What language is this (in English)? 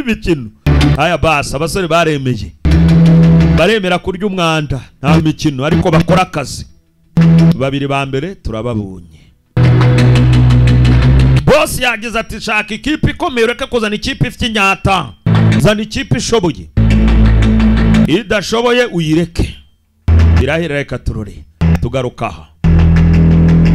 Kinyarwanda